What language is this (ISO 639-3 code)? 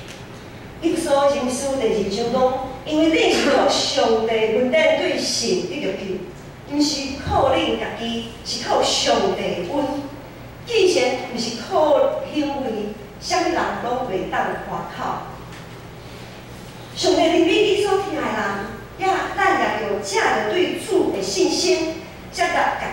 nan